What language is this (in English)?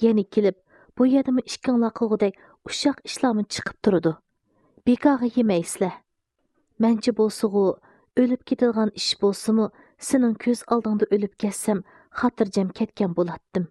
Uyghur